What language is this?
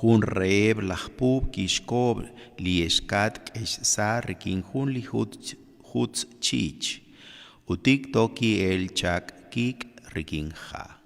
Kekchí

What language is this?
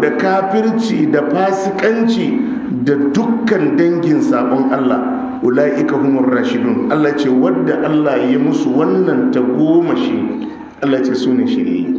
Hausa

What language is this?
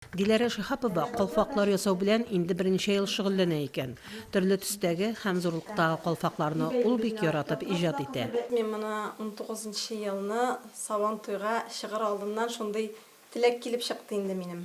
Tatar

